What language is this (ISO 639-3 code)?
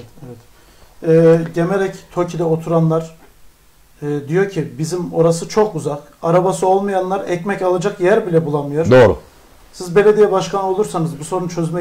tur